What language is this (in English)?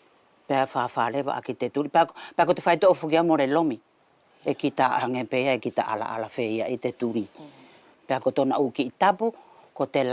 Wallisian